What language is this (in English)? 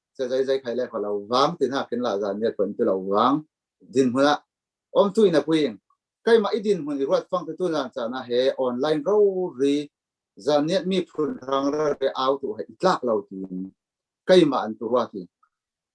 Falam Chin